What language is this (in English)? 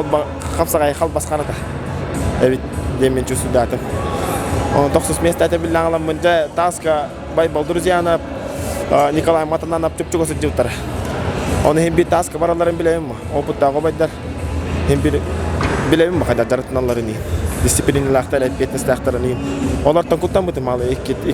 Yakut